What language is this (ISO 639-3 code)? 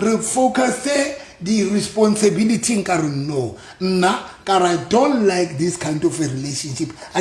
sot